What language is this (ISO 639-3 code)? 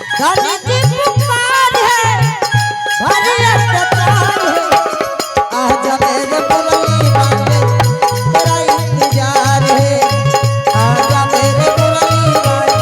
anp